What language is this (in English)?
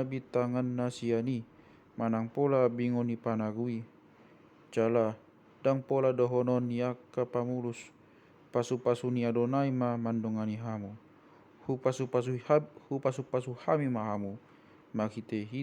Batak Toba